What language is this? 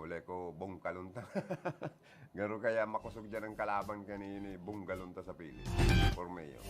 Bikol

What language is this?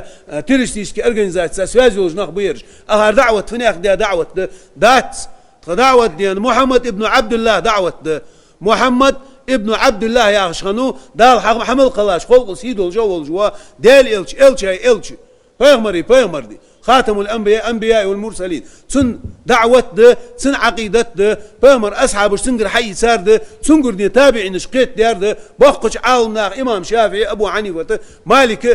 Ingush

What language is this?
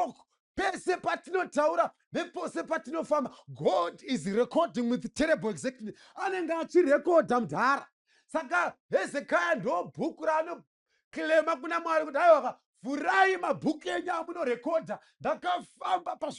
Shona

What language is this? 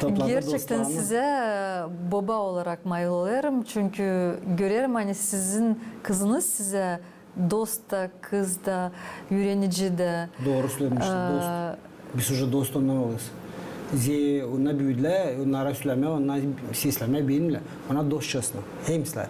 Gagauz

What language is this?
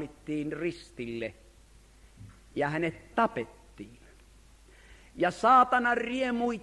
Finnish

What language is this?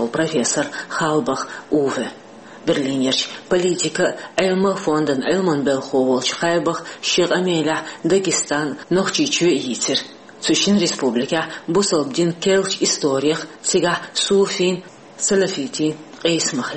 Chechen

